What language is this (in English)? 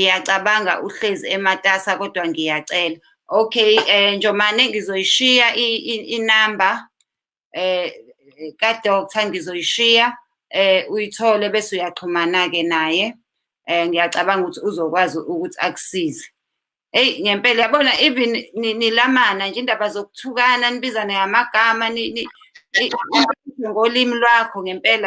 Zulu